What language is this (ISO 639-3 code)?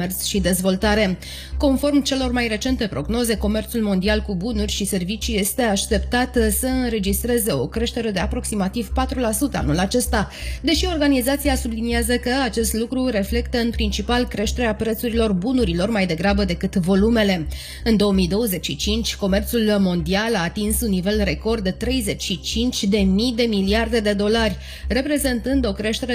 ron